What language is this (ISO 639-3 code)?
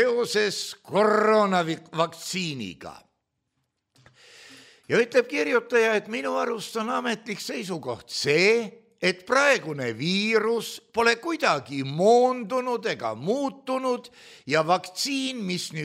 est